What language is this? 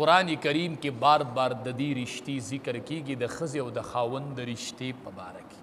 Pashto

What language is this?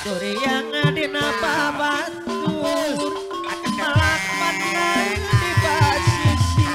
Sundanese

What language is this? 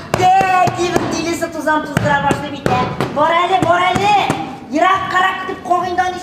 Tatar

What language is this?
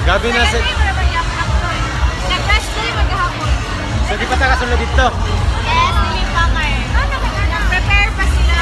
Cebuano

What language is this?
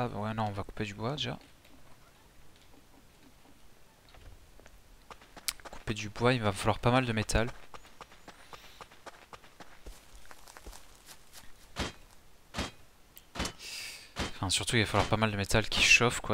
French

